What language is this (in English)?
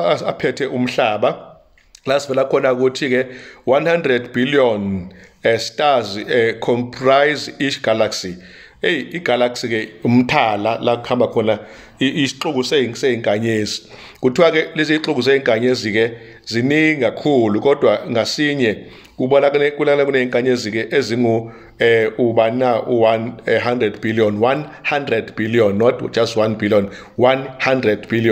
Zulu